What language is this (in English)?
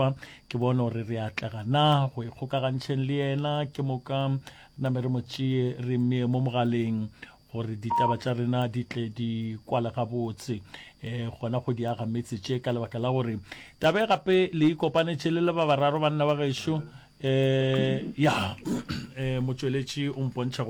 Northern Sotho